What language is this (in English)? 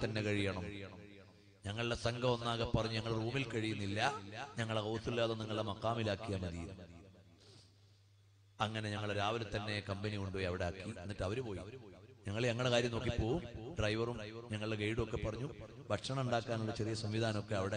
Malayalam